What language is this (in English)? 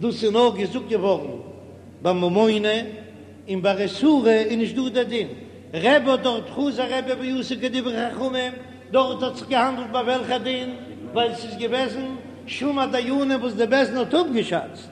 Yiddish